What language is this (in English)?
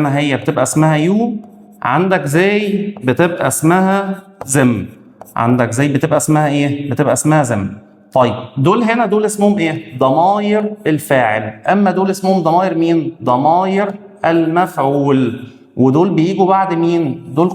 Egyptian Arabic